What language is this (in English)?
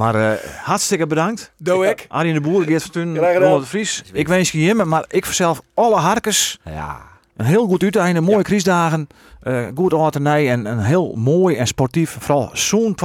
Western Frisian